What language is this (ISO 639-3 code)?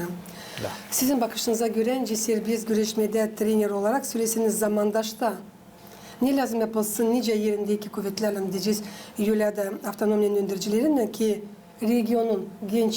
gag